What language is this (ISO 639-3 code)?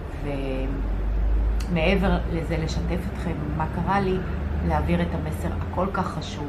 heb